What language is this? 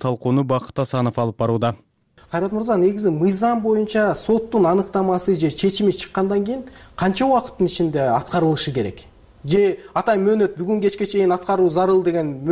Kyrgyz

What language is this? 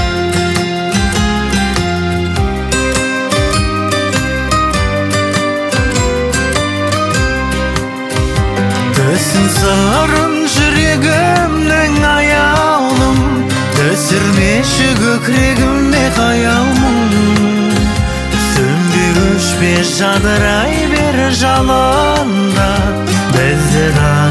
Kazakh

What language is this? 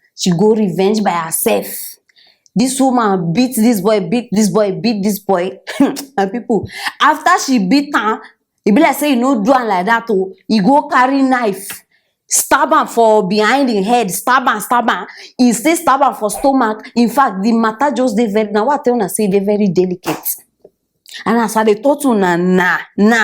Nigerian Pidgin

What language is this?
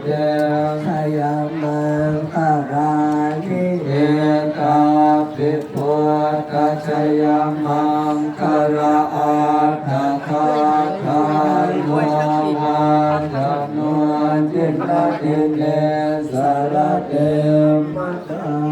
Pali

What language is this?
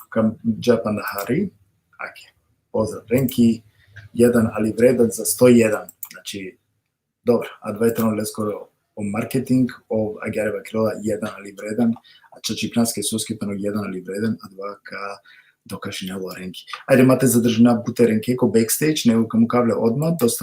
Balkan Romani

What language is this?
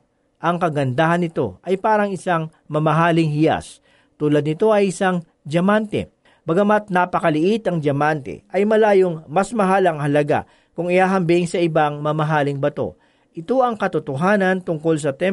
Filipino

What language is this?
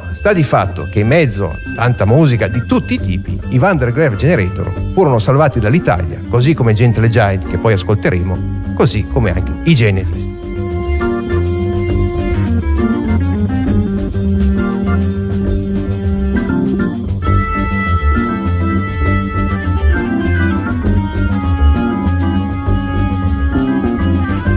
Italian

